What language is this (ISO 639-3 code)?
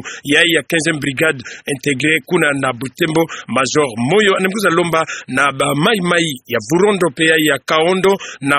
ktu